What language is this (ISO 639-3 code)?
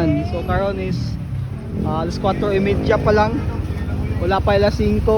ceb